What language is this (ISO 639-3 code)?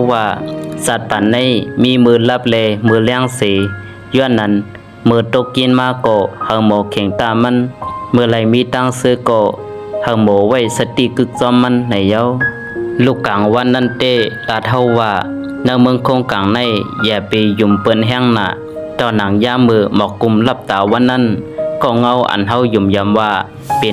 shn